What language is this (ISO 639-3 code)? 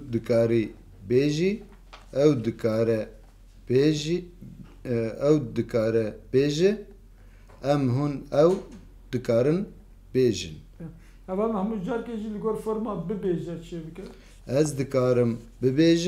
kur